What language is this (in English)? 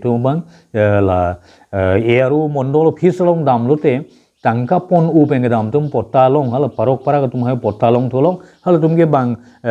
Karbi